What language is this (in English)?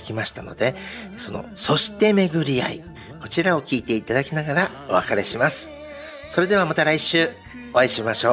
Japanese